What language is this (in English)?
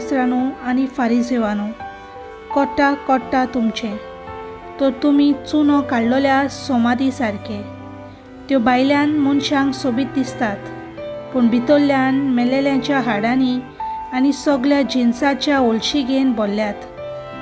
Konkani